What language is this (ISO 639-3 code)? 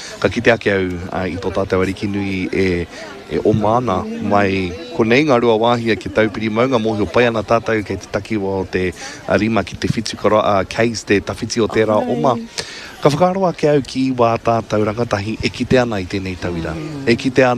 mri